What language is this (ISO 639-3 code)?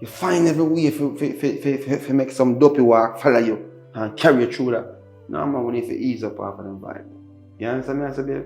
jam